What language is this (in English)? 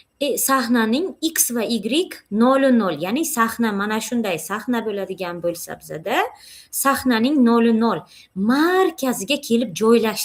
Uzbek